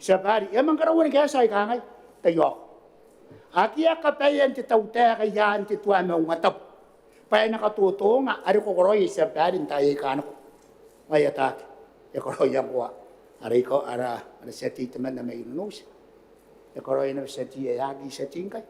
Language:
Gilbertese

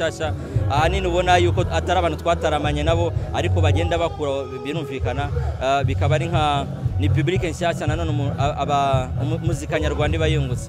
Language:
Kinyarwanda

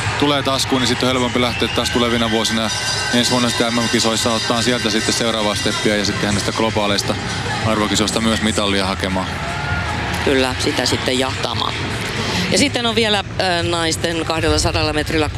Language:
Finnish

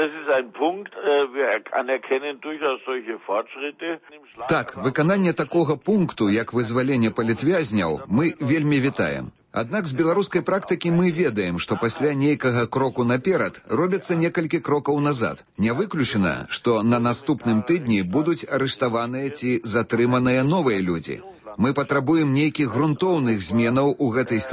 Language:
Belarusian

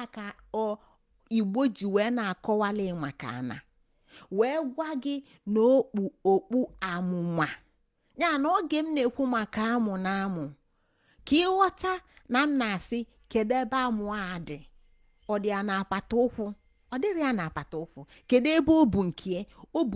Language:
Igbo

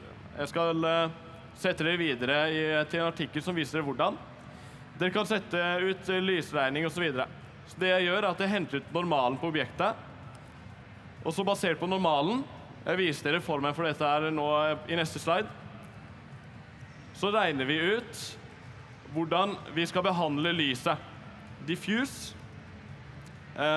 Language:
Norwegian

